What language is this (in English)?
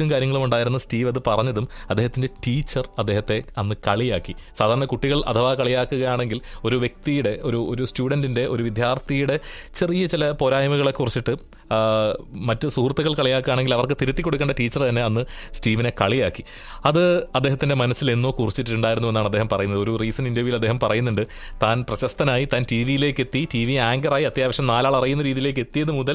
Malayalam